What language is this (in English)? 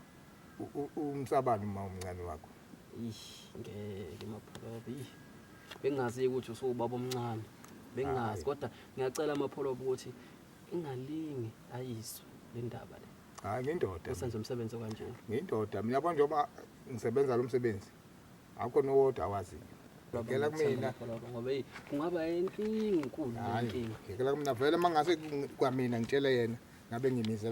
Zulu